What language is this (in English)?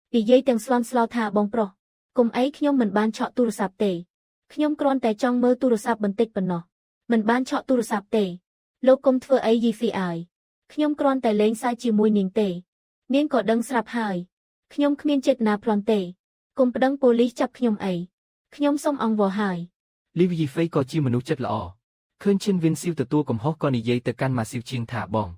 Khmer